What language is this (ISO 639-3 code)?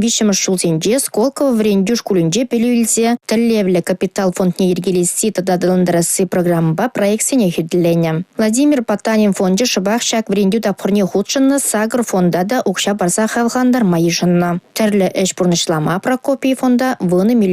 chv